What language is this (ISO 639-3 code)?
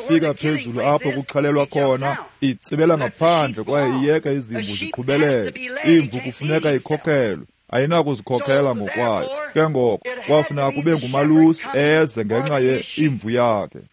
xho